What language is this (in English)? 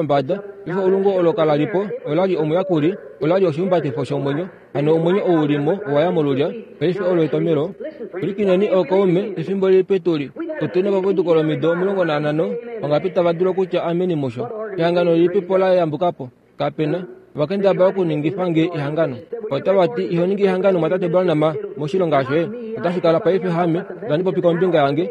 Kuanyama